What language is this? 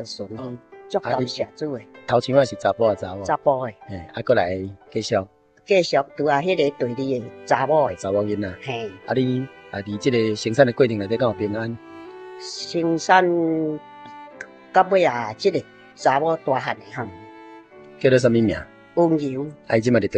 Min Nan Chinese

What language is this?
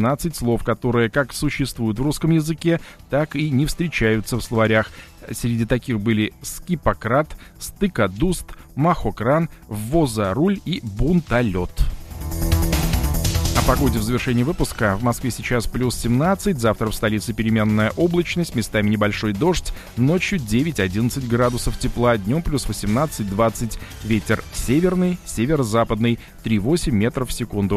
Russian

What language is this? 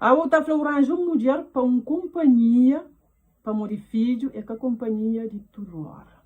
Kabuverdianu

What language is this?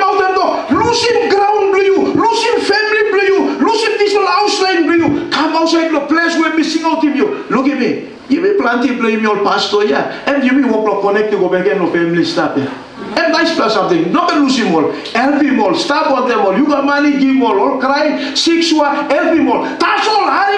Tok Pisin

